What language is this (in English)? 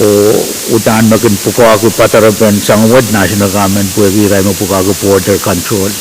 Pohnpeian